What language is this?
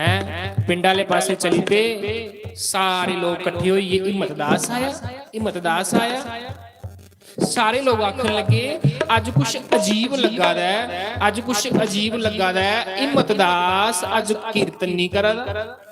Dogri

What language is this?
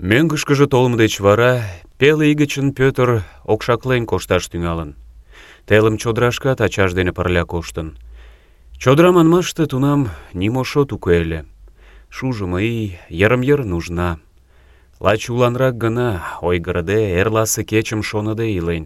Mari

